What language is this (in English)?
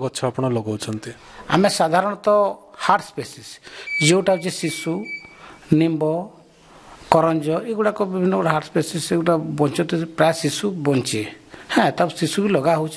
Odia